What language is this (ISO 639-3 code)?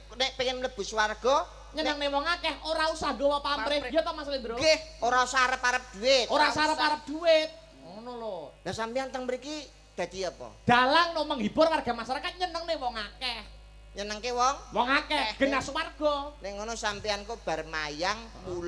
jav